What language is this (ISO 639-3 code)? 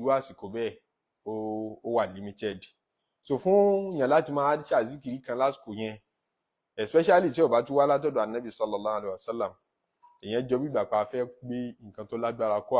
yor